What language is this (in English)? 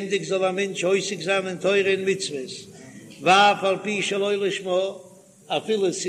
Yiddish